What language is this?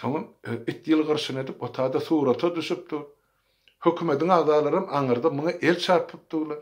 Turkmen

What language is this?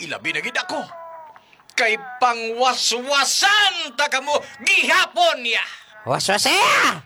Hiligaynon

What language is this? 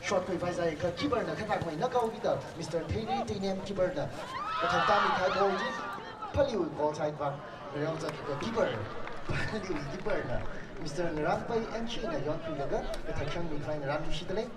Tangkhul Naga (India)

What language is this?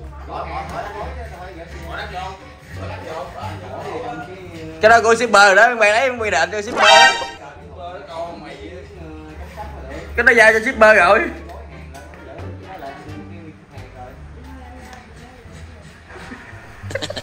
Vietnamese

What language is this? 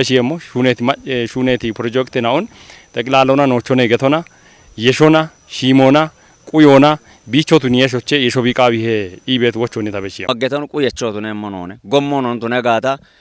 Kafa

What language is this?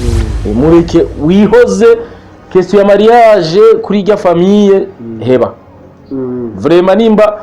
Rundi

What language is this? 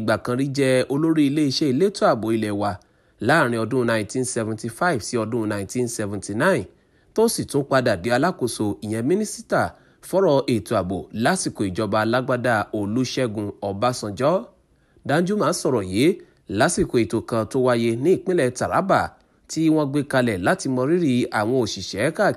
Yoruba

